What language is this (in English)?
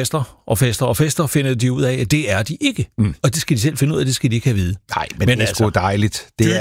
Danish